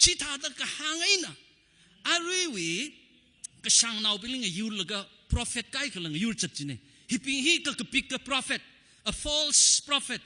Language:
Tangkhul Naga (India)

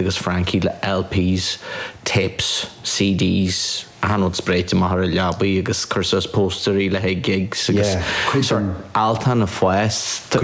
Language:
Irish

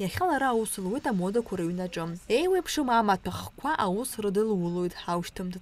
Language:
Abkhazian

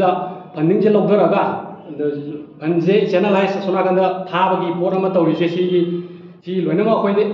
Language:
Manipuri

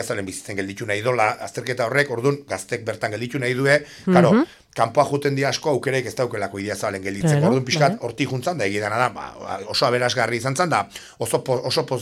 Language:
Basque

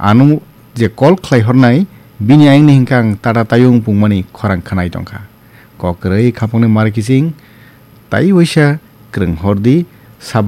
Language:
Kok Borok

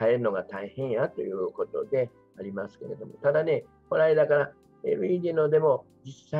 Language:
Japanese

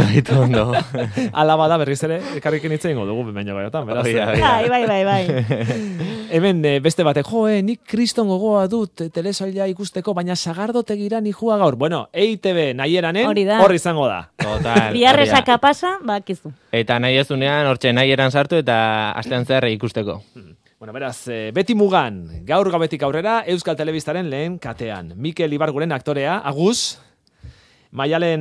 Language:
Basque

